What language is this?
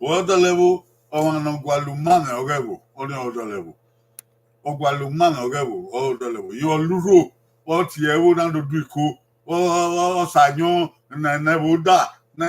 Bini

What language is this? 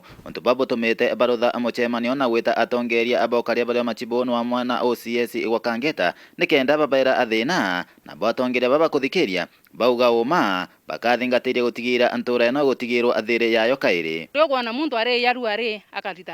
Meru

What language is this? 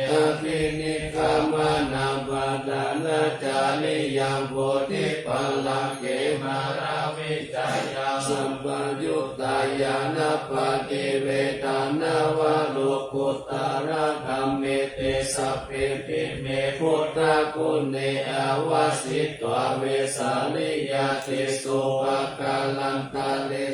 Pali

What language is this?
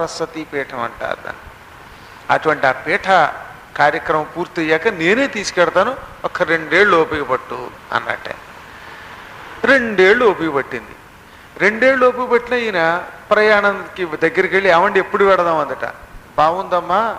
Telugu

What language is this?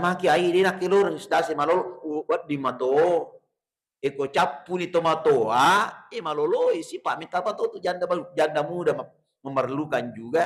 Buginese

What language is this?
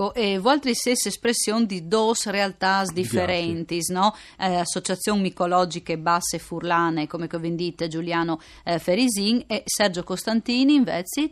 Friulian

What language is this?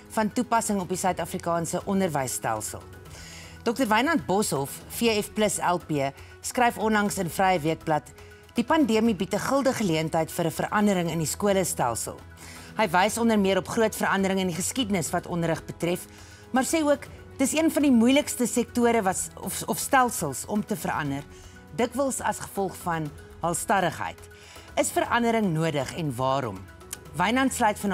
Afrikaans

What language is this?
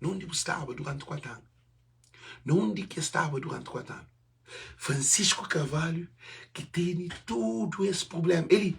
Kabuverdianu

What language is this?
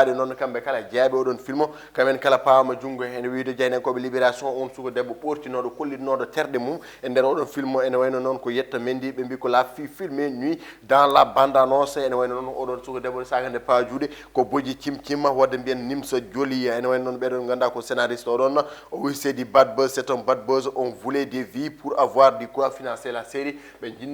Fula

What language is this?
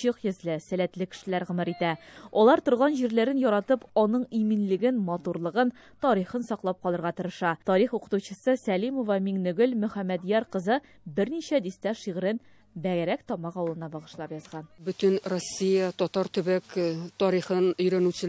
Tatar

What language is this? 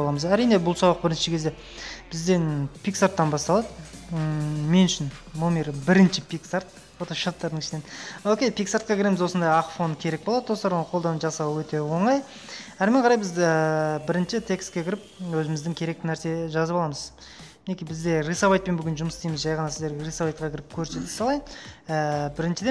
Kazakh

